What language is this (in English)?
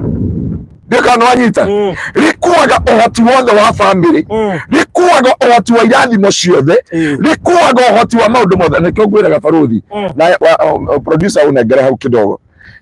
Kikuyu